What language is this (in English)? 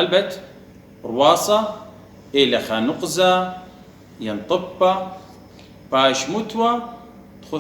Assyrian Neo-Aramaic